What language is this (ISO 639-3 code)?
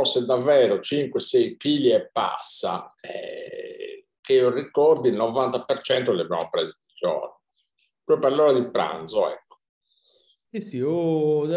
ita